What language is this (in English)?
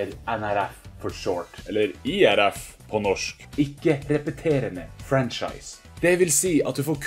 Norwegian